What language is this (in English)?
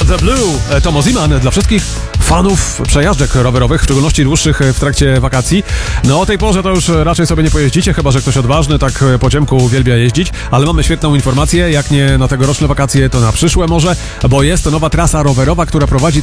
Polish